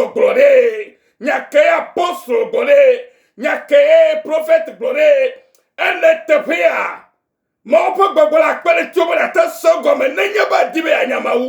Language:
Ewe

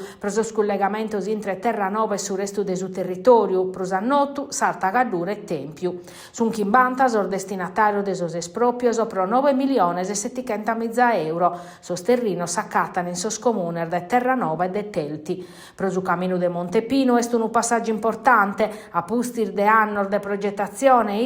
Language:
Sardinian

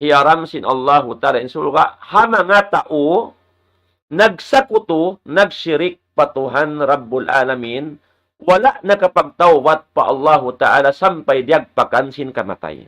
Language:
Tausug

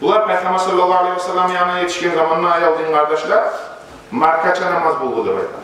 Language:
Kumyk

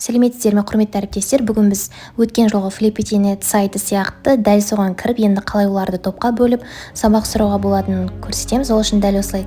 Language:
Kazakh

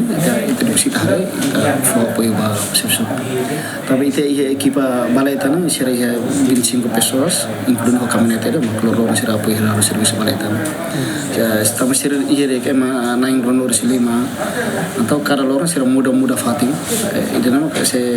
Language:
Tetum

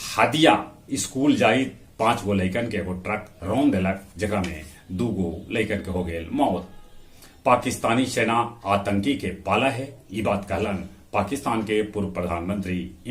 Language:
Magahi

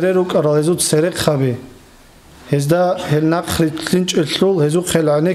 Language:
Avaric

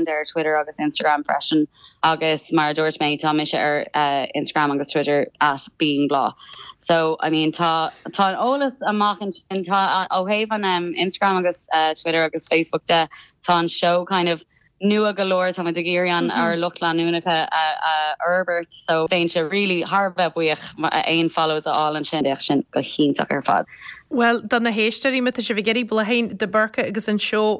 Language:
Irish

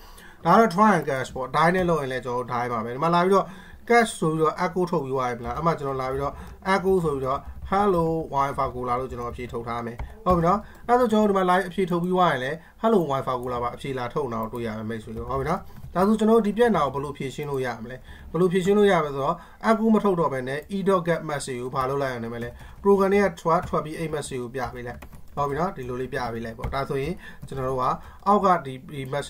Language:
Burmese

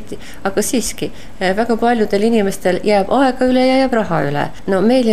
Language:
Estonian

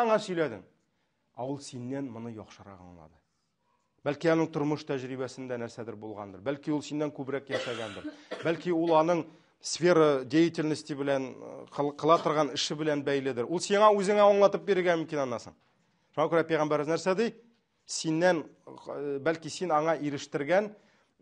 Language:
Tatar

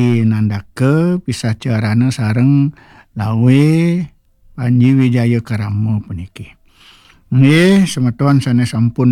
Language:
Balinese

